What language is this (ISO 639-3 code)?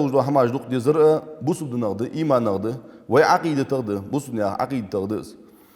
inh